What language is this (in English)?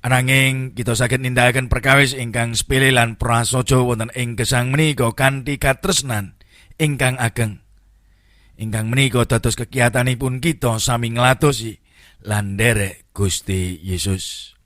Javanese